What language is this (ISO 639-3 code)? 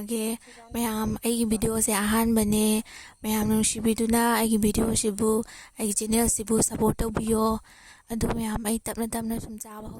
mni